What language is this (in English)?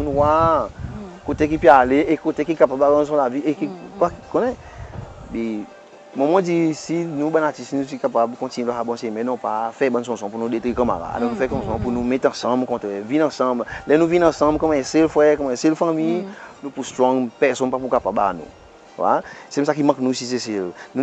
Seselwa Creole French